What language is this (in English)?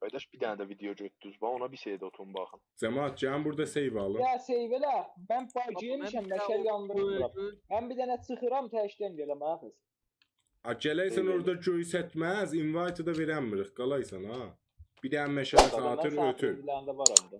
South Azerbaijani